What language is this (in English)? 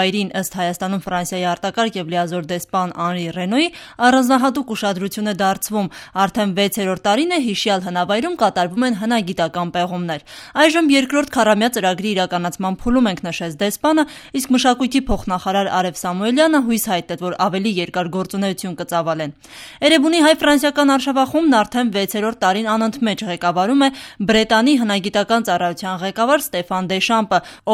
Armenian